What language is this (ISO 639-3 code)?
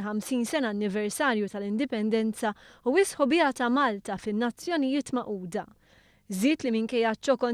mlt